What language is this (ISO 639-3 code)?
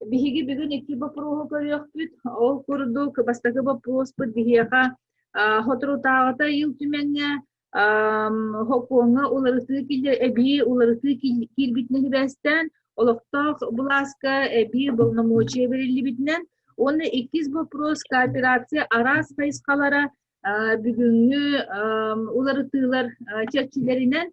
sah